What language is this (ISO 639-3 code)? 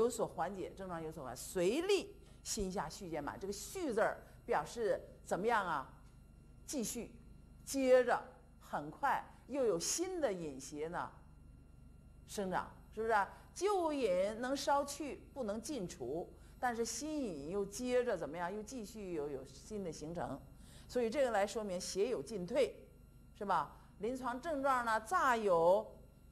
zho